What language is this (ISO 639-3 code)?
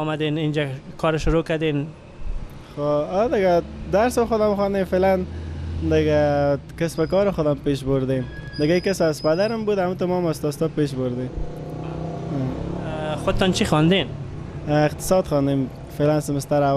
fas